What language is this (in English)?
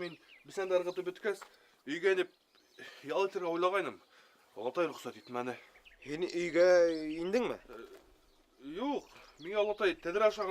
Bashkir